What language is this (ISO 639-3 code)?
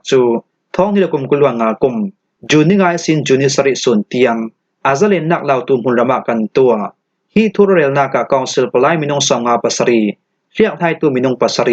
cfm